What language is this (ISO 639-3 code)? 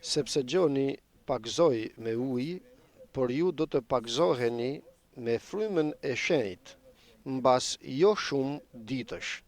sqi